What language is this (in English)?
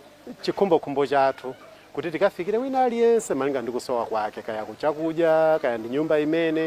Nyanja